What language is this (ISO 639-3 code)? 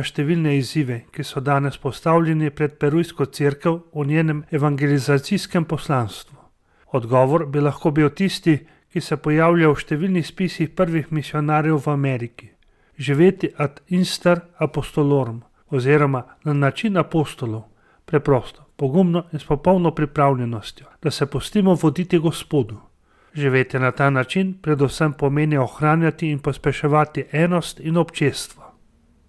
slv